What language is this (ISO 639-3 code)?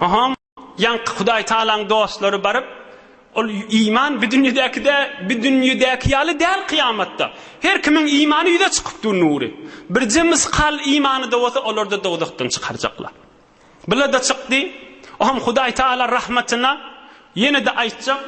tuk